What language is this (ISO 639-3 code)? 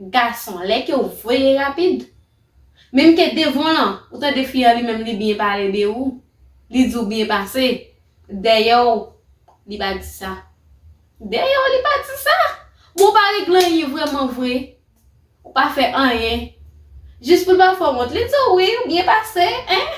hat